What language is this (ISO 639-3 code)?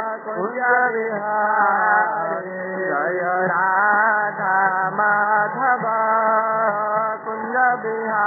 ori